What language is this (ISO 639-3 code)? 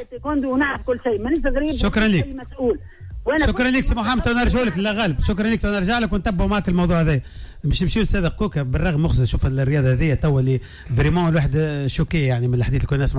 aeb